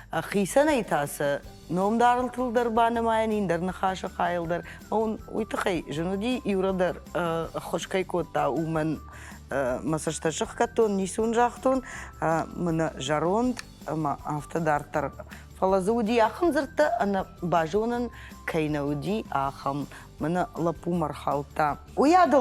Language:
Ossetic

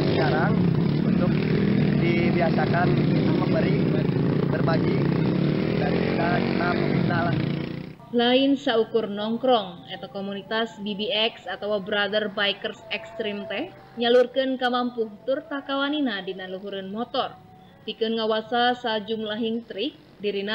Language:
Sundanese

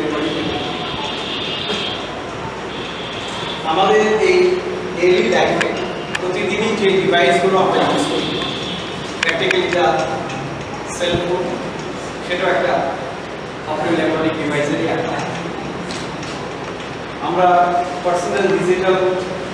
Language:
Bangla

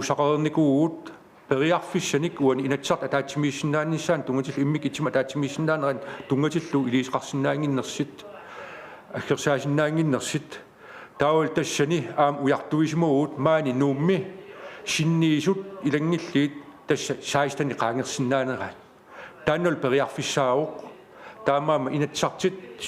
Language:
Kalaallisut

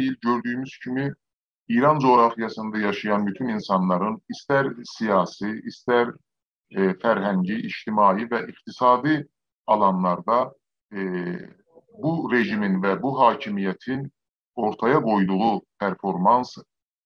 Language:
South Azerbaijani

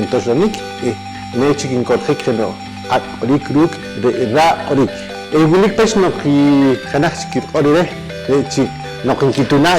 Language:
Poqomchi'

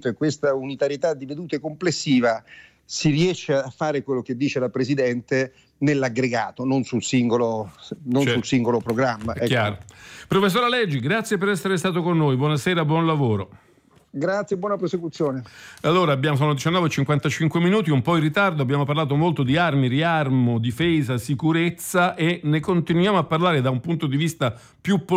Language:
Italian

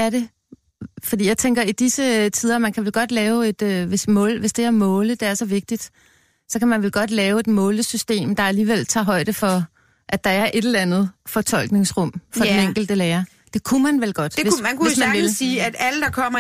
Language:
Danish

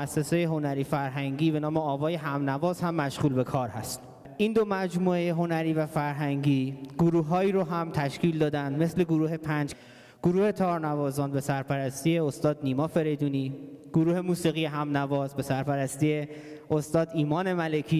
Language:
Persian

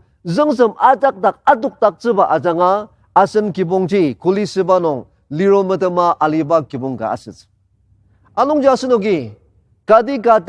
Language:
Ao Naga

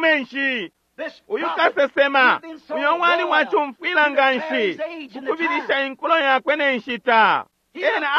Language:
Bemba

